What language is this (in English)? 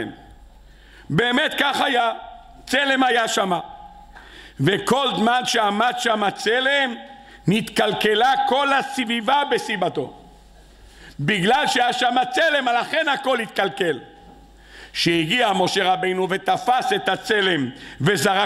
Hebrew